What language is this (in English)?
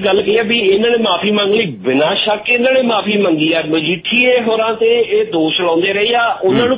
Punjabi